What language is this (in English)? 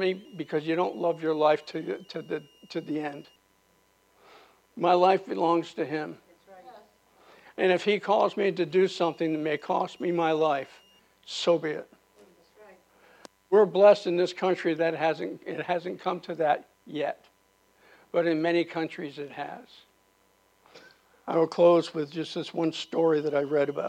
English